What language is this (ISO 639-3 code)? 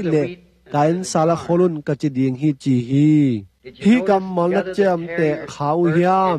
ctd